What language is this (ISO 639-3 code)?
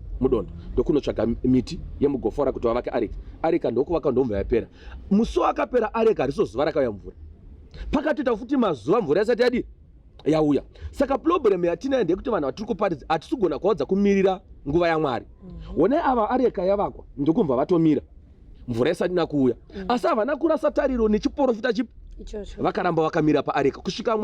sna